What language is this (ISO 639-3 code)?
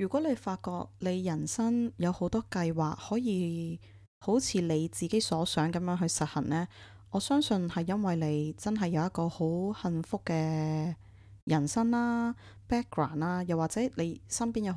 yue